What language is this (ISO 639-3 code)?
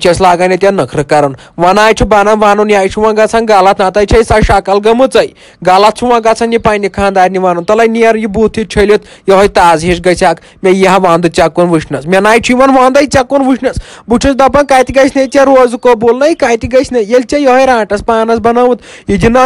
kas